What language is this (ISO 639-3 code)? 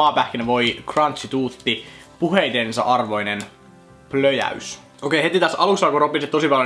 fin